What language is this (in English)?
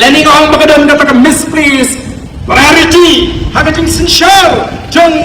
Khasi